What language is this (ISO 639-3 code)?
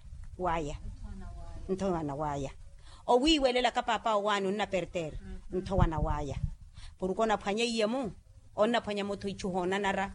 vmw